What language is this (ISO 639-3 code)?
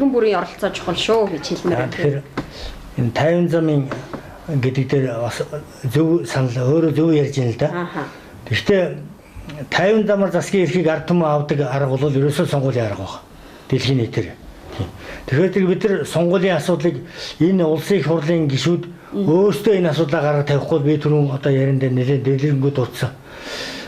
mon